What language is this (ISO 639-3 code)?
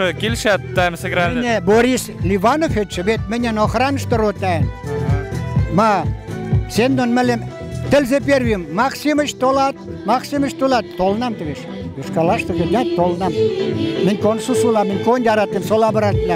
mrj